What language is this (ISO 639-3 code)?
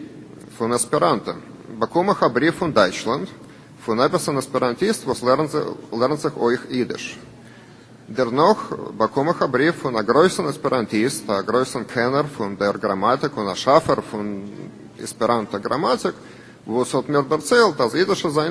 yid